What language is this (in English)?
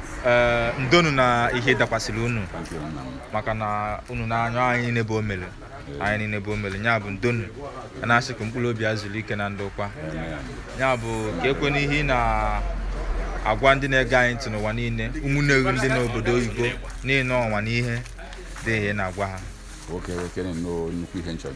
Igbo